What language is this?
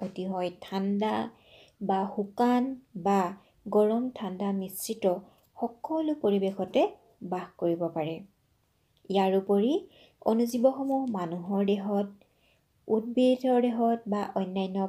Assamese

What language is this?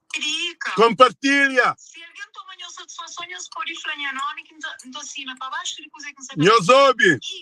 Kabuverdianu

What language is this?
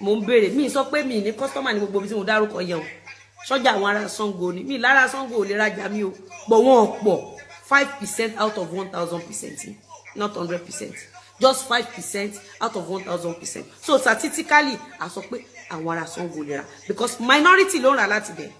Yoruba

